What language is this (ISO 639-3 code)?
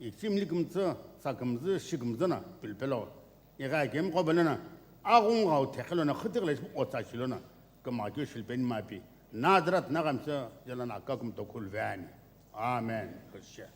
nsm